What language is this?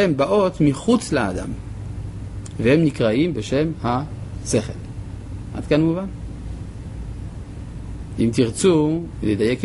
Hebrew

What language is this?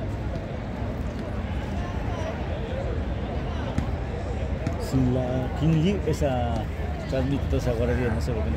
Spanish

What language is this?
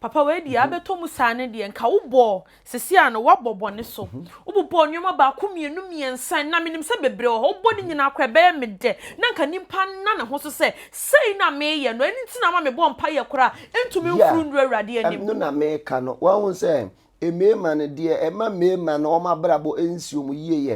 Akan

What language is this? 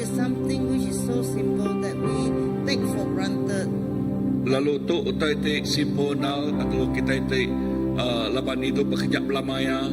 Iban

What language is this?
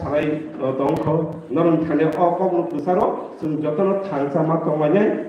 Kok Borok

